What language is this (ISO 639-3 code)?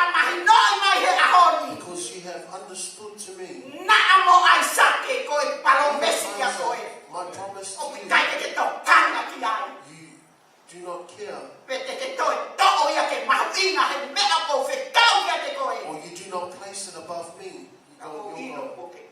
ton